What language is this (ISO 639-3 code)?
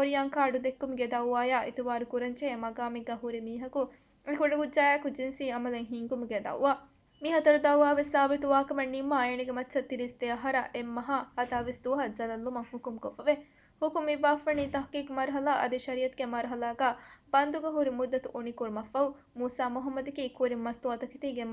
div